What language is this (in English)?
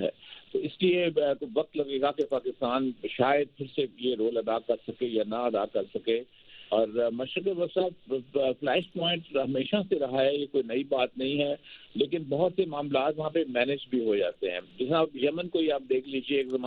Urdu